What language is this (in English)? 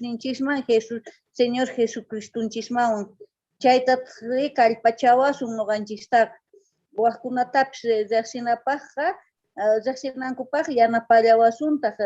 South Bolivian Quechua